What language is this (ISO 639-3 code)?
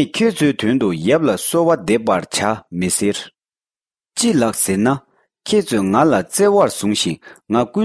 bod